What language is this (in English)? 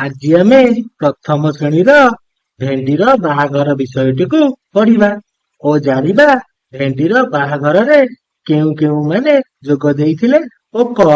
Odia